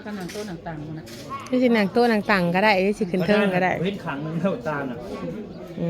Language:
Northeastern Thai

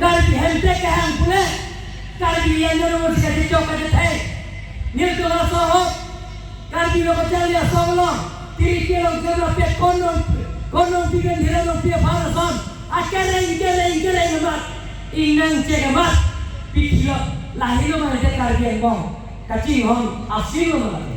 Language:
Karbi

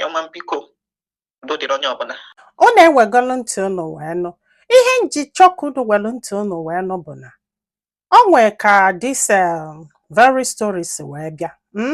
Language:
Igbo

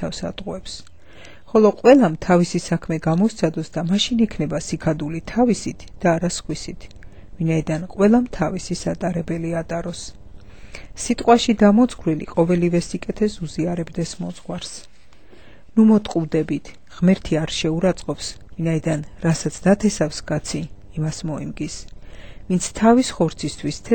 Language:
Georgian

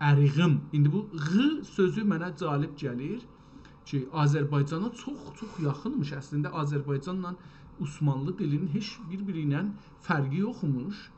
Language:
South Azerbaijani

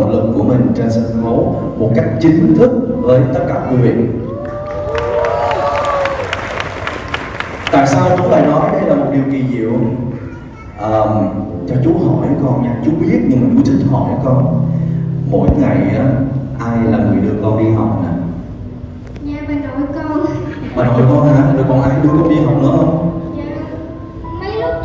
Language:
Vietnamese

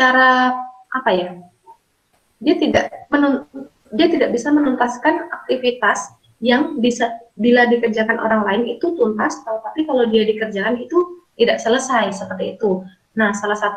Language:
Indonesian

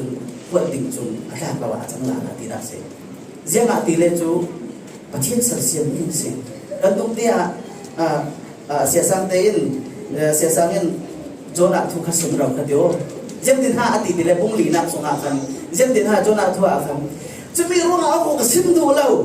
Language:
Falam Chin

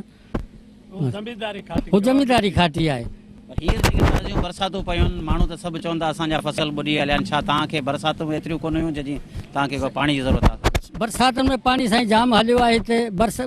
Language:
Sindhi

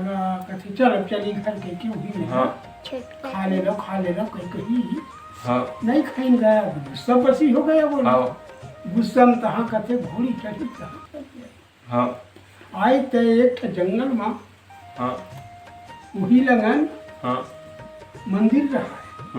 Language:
Chhattisgarhi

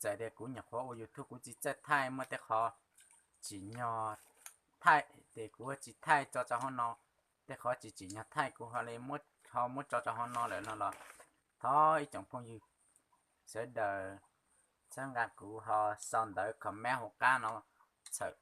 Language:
Hmong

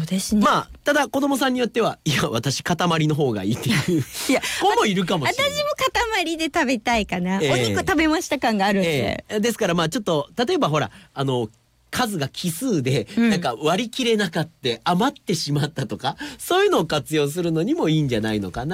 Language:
Japanese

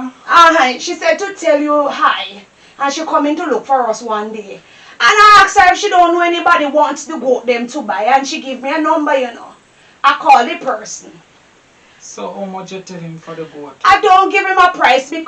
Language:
Jamaican Creole English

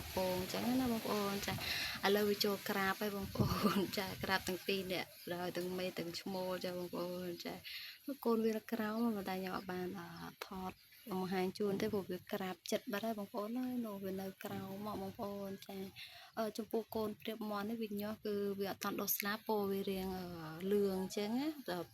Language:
Khmer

